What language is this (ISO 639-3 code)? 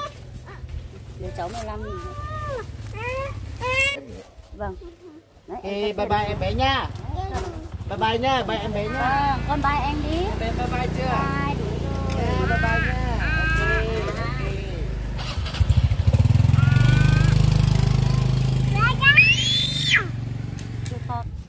vie